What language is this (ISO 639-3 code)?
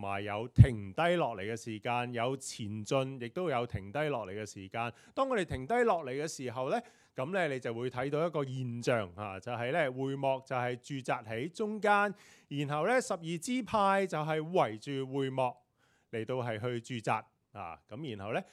yue